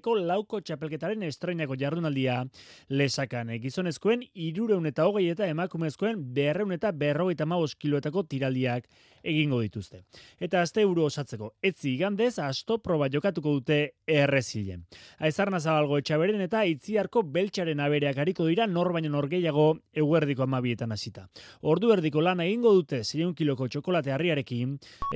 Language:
Basque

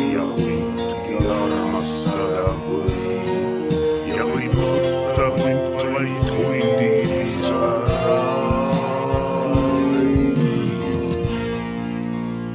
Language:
Estonian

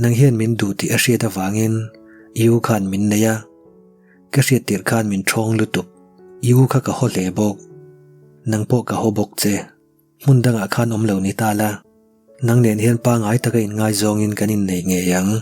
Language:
Mizo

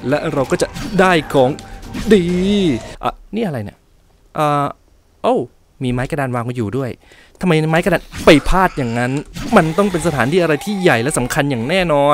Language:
Thai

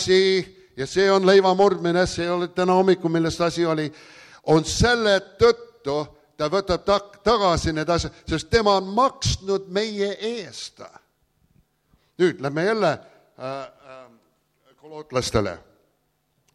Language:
Estonian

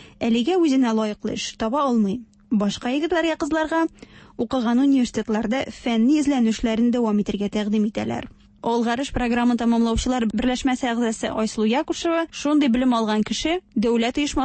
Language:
Tatar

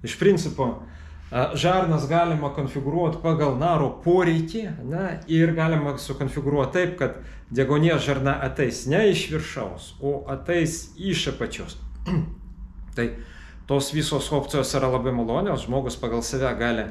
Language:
Lithuanian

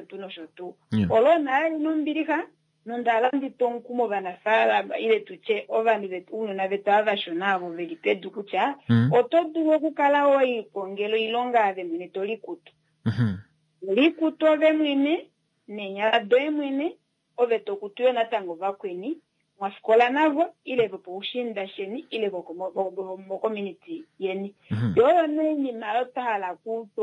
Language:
Kuanyama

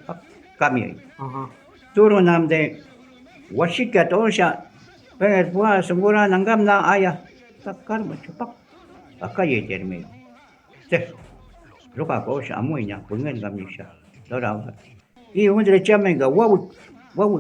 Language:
Shuar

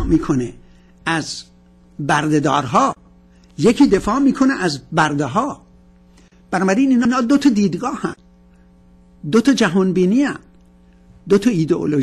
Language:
Persian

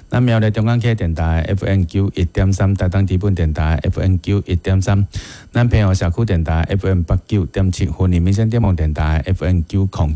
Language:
Min Nan Chinese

